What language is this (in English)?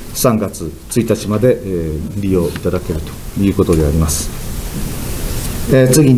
Japanese